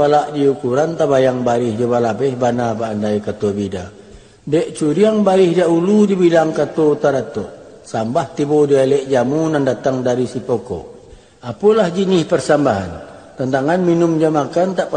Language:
Minangkabau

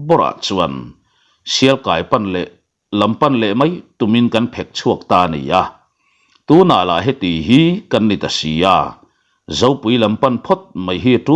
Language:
Mizo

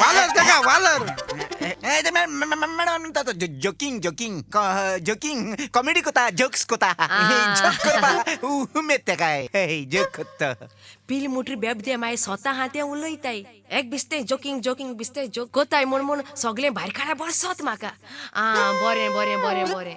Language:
Konkani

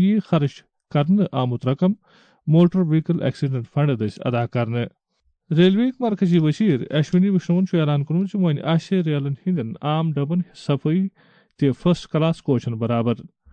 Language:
Kashmiri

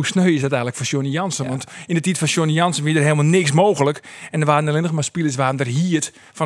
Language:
Western Frisian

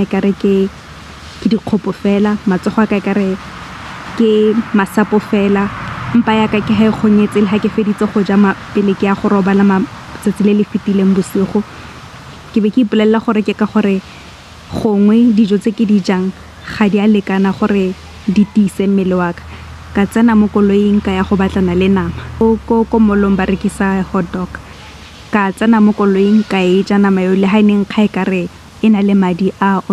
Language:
Tswana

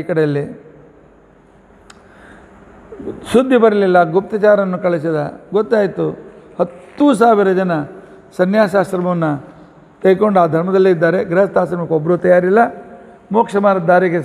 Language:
Kannada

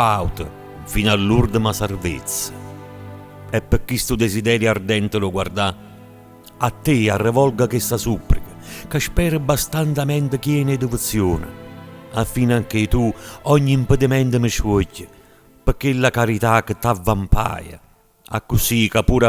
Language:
Neapolitan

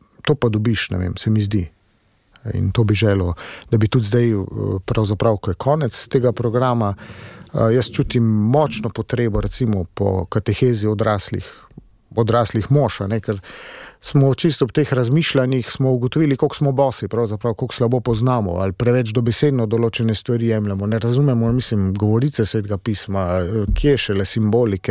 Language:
Slovenian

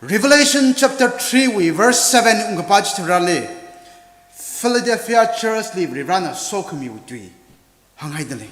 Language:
Tangkhul Naga (India)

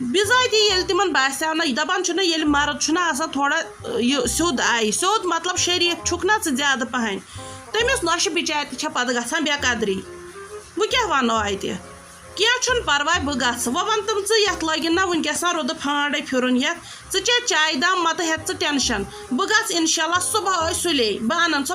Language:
Kashmiri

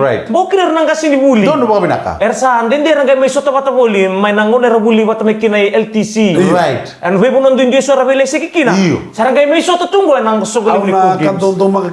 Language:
Fijian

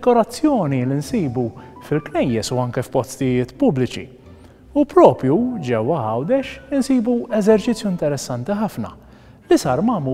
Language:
Maltese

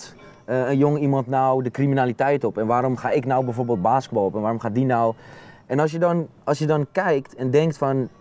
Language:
Dutch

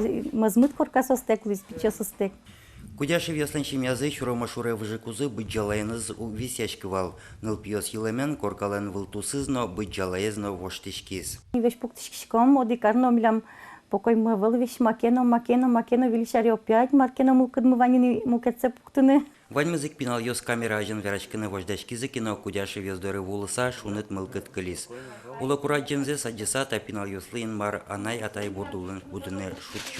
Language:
Udmurt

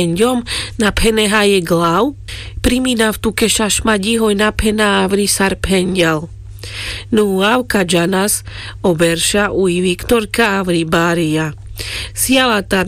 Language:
Carpathian Romani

